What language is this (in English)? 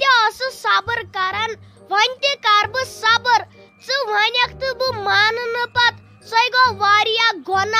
Kashmiri